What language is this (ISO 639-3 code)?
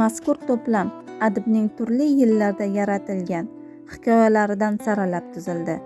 uzb